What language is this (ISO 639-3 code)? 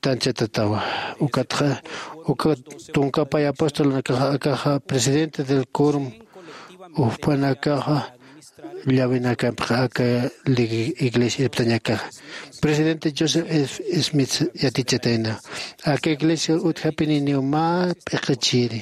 aym